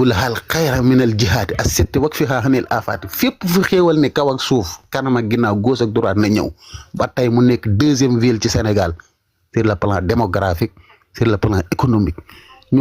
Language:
Wolof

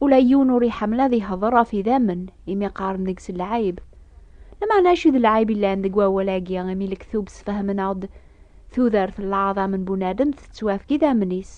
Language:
Kabyle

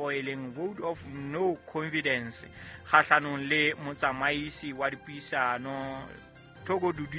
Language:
Southern Sotho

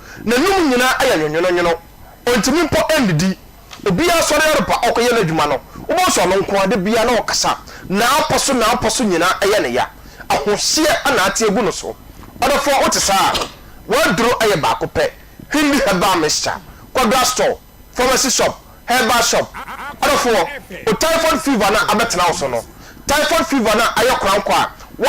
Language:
Akan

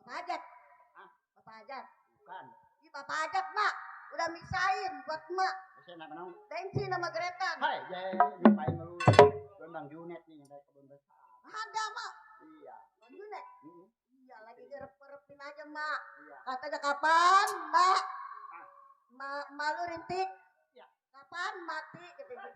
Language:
Betawi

